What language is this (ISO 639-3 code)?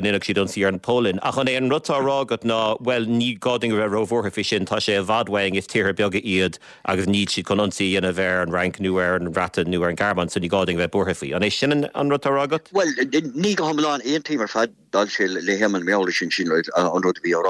gle